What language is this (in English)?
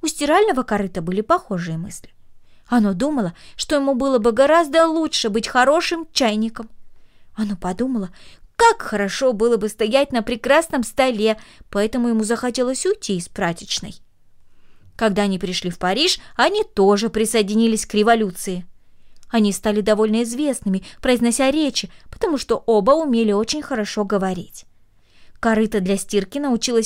Russian